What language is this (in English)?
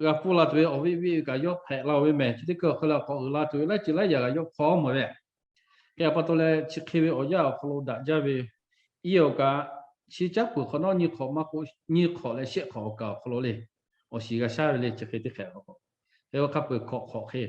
Lahu